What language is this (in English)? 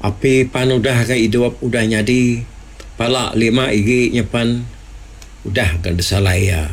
Iban